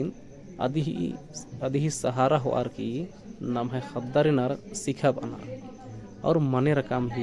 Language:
Kurukh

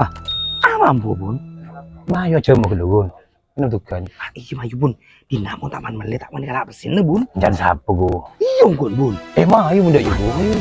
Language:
Madurese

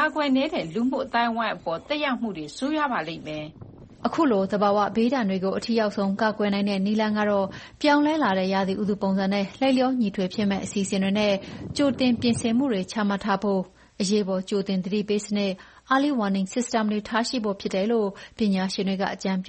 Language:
Burmese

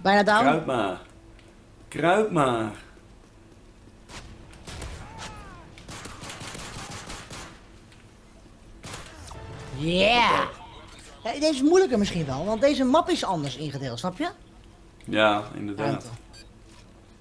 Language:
Dutch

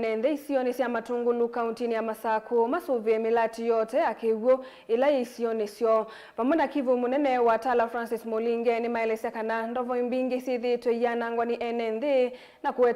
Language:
Kamba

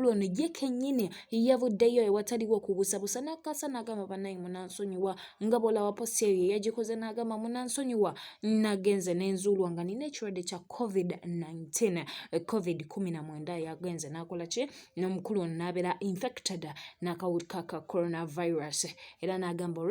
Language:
Ganda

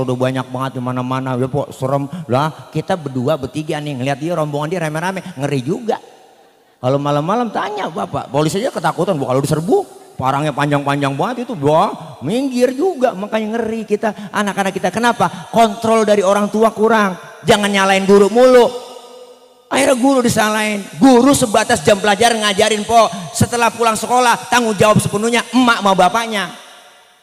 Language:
Betawi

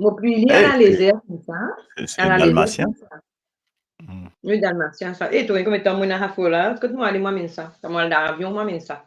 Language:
Morisyen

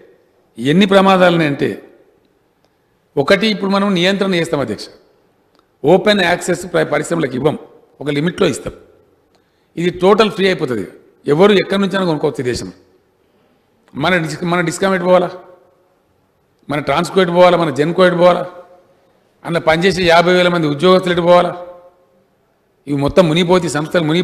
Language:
Telugu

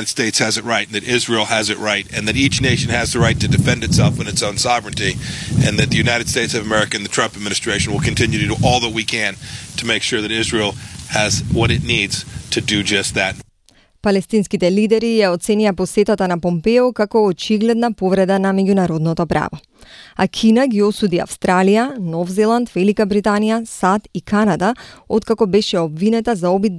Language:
Macedonian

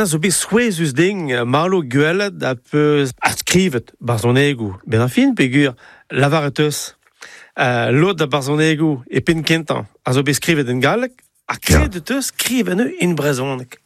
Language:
Breton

